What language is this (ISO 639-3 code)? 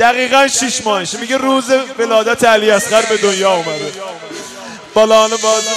fas